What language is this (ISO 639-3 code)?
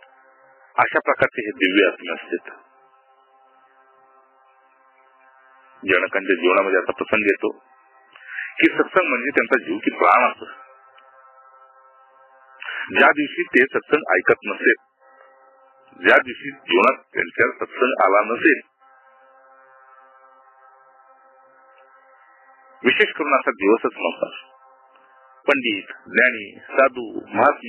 mar